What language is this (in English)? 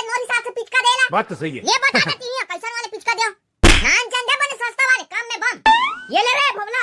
Chhattisgarhi